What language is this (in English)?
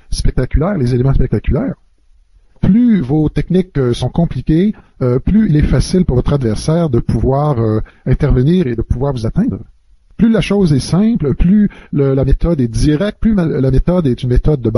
French